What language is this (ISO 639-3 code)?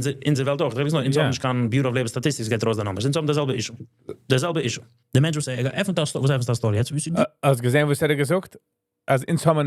yid